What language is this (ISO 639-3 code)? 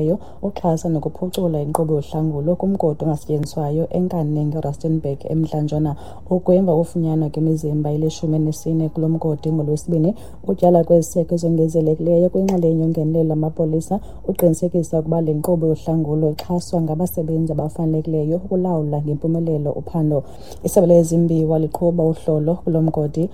xho